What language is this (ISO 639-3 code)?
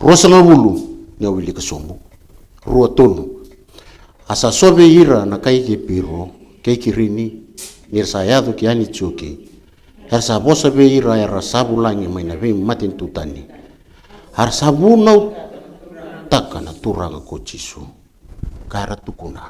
fij